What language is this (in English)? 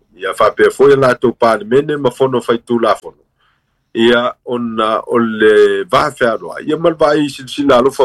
Samoan